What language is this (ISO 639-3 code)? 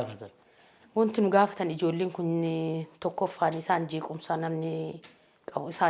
orm